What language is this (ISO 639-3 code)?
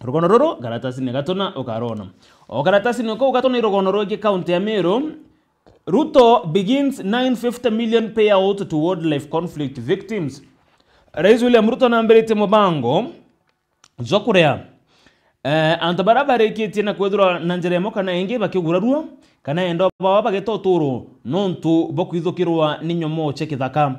mer